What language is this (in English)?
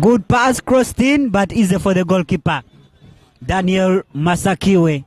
Nyankole